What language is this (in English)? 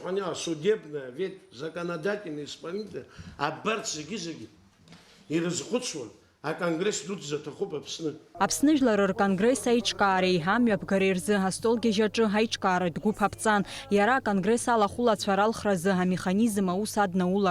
Abkhazian